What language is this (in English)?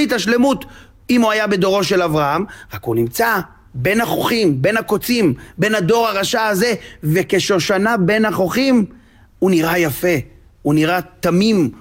Hebrew